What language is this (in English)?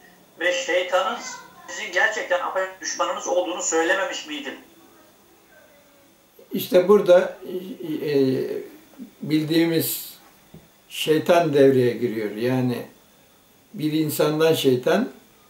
Turkish